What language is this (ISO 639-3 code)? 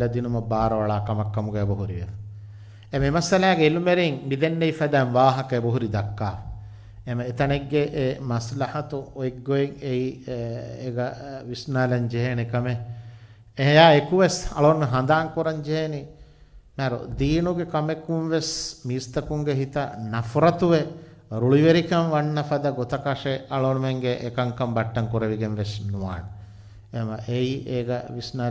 div